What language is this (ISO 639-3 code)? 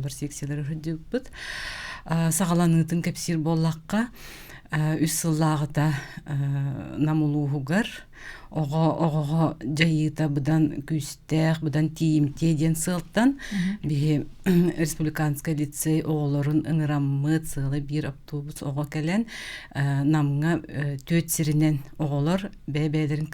sah